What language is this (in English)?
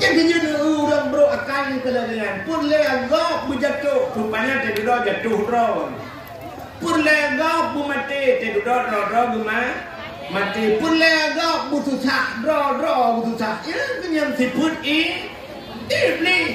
Achinese